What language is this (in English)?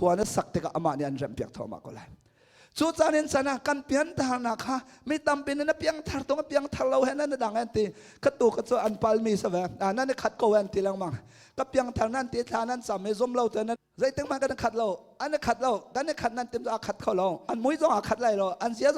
Hakha Chin